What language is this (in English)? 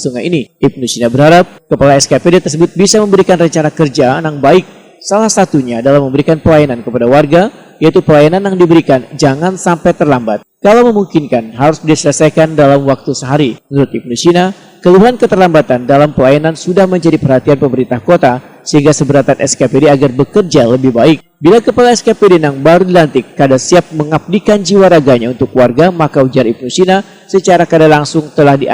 Banjar